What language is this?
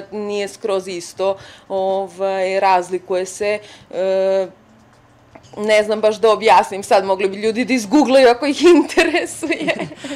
Serbian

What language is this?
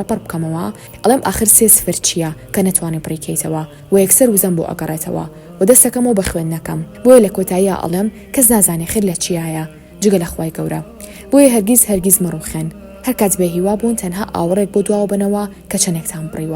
Central Kurdish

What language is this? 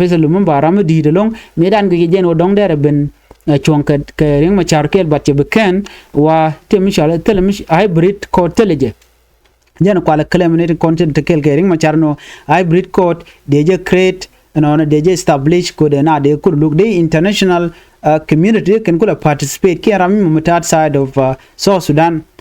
Nuer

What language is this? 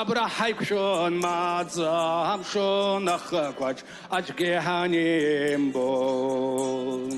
Abkhazian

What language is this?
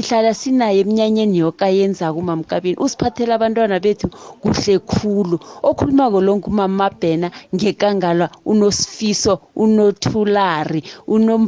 South Ndebele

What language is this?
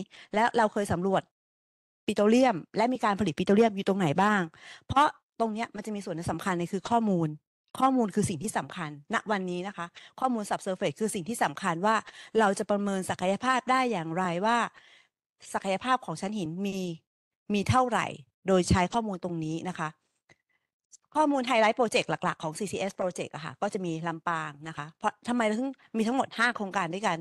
Thai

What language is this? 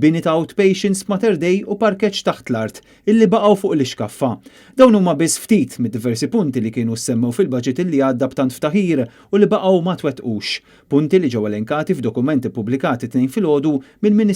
Maltese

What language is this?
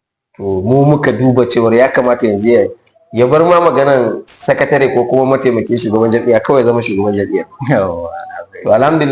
Hausa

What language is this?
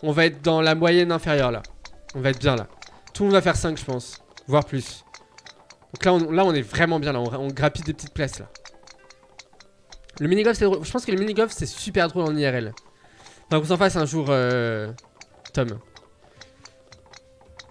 French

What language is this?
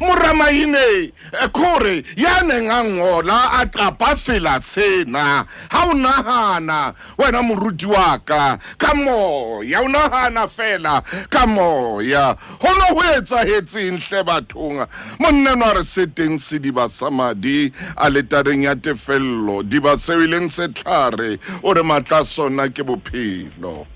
Southern Sotho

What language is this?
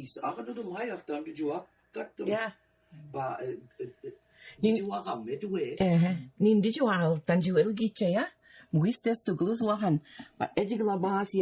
Mi'kmaw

